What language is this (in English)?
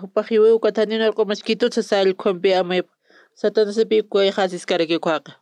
Aymara